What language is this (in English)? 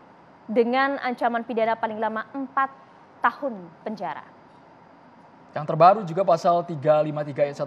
Indonesian